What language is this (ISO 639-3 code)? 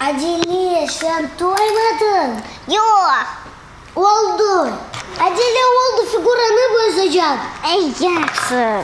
crh